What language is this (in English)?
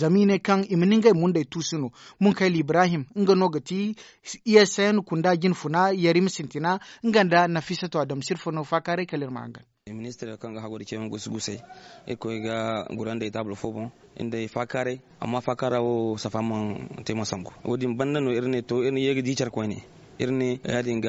Zarma